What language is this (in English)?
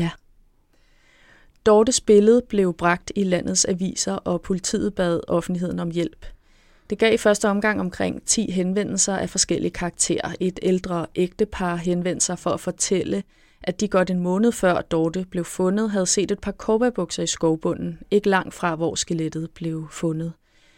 Danish